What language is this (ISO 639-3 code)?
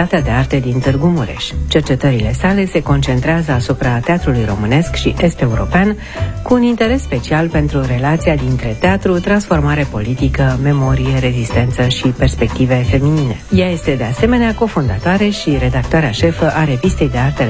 ron